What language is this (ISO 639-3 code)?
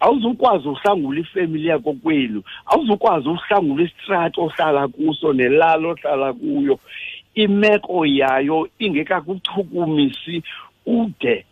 xho